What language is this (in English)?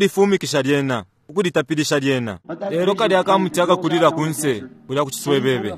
Bemba